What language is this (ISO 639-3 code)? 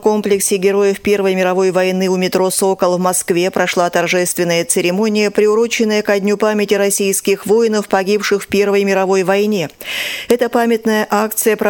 rus